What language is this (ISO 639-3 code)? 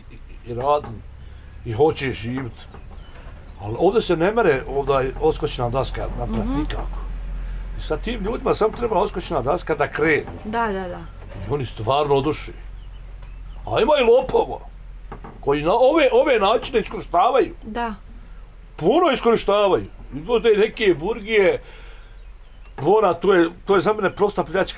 bos